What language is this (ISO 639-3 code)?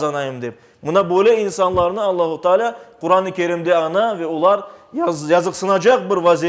crh